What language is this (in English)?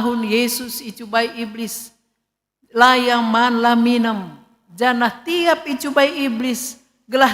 Batak Karo